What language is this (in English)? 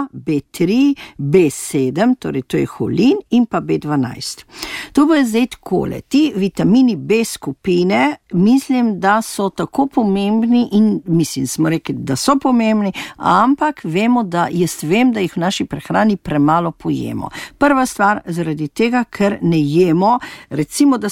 Slovenian